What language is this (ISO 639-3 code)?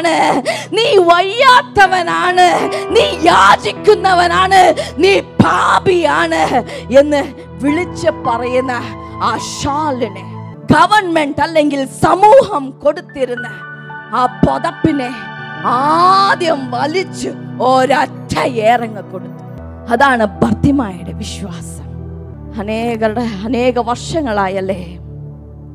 mal